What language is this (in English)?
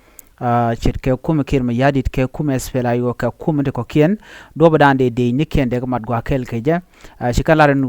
Nuer